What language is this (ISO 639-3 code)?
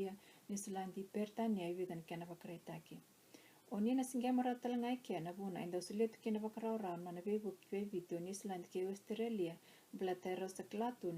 fij